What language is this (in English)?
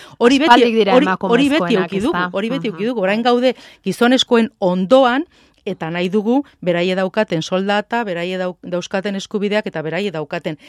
Basque